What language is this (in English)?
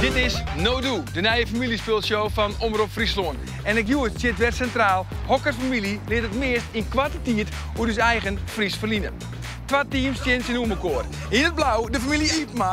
Western Frisian